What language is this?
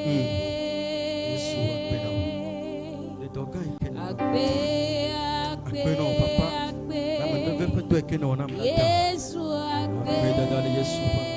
Ewe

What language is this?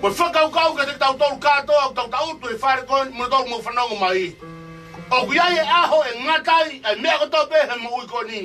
Tongan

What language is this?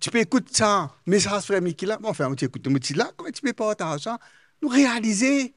Morisyen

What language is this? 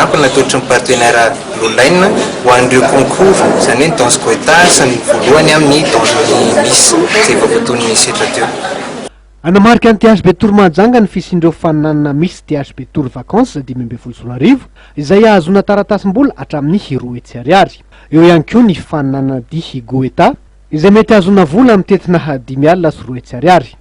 Malagasy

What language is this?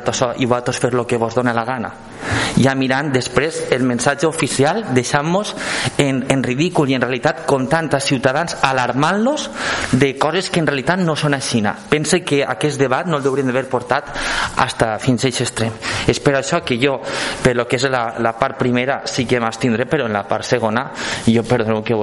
Catalan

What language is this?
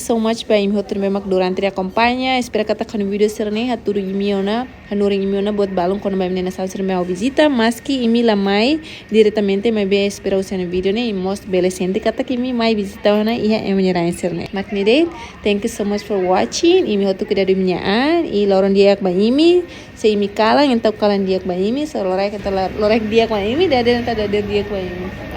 Tetum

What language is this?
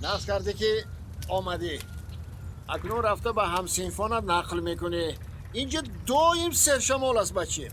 Tajik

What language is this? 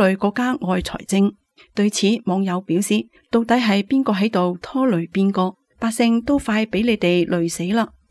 Cantonese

